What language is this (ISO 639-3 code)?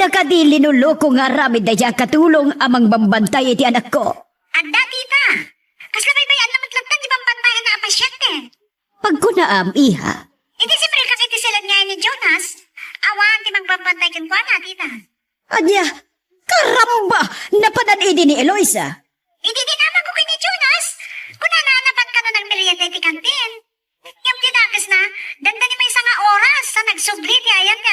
ilo